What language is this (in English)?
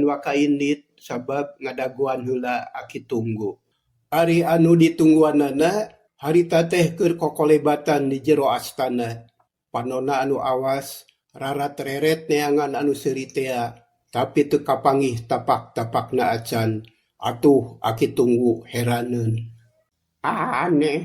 Sundanese